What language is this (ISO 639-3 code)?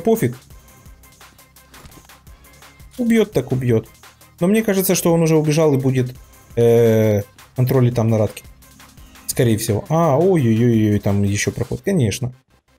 rus